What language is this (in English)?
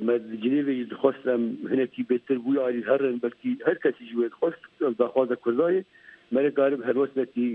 Kurdish